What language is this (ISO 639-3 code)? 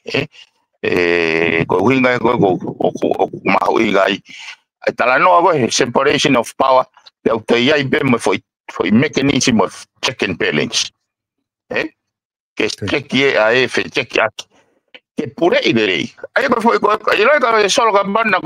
ton